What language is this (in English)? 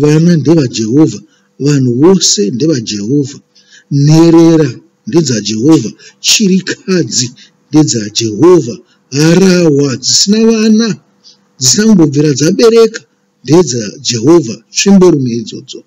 Shona